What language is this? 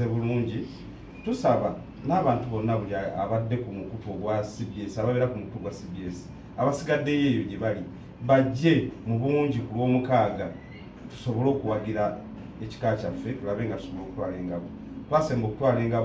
Ganda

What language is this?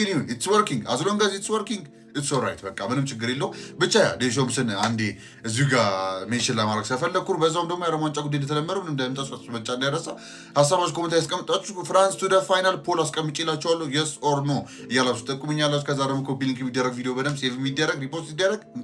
Amharic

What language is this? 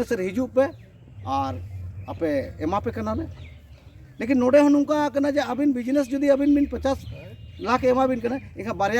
Santali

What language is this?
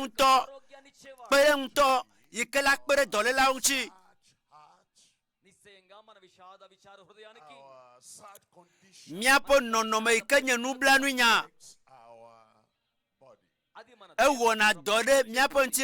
Ewe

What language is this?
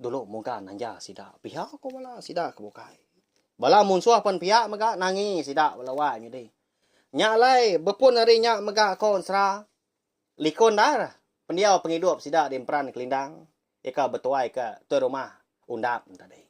Iban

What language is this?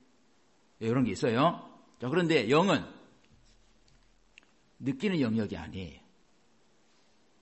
Korean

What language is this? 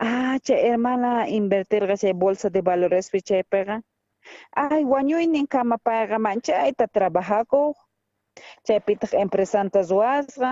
South Bolivian Quechua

